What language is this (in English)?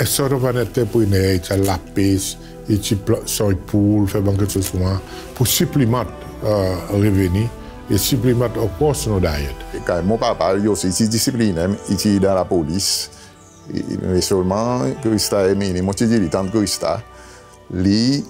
Seselwa Creole French